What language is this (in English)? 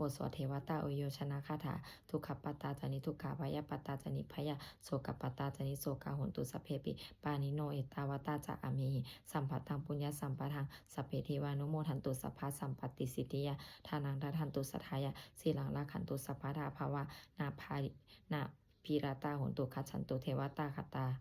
Pali